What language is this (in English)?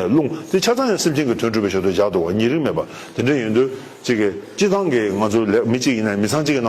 Tibetan